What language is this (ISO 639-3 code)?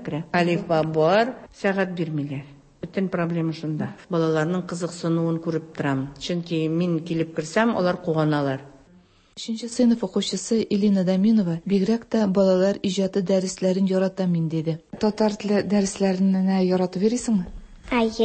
tat